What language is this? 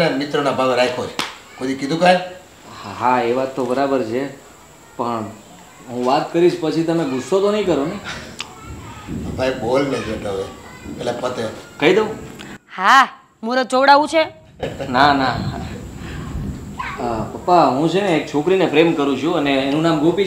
Gujarati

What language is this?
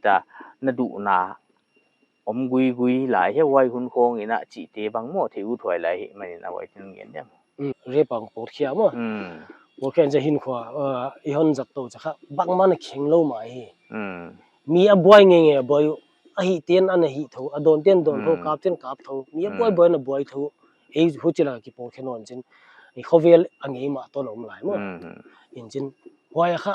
Paite Chin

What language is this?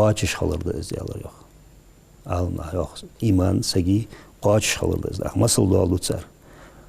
Ingush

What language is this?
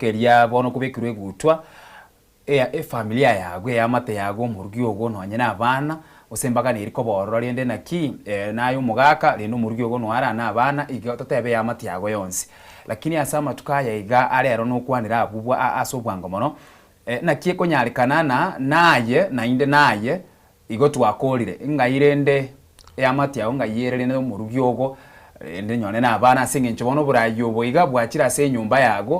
Gusii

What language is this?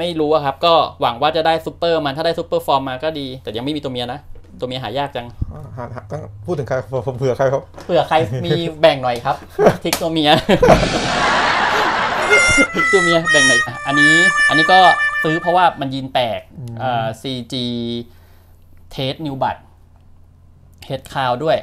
Thai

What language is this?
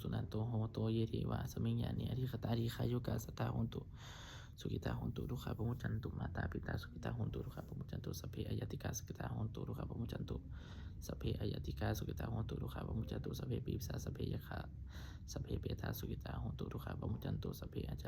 Pali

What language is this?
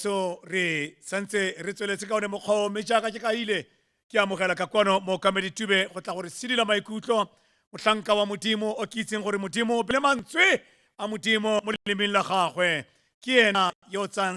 Tswana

